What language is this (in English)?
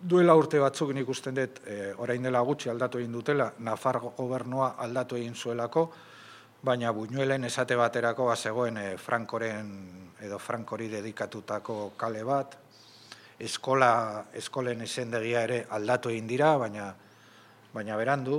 Basque